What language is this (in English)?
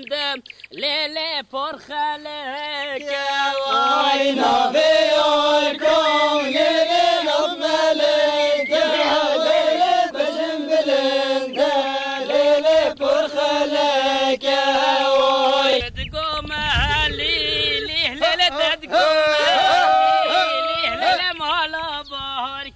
Kurdish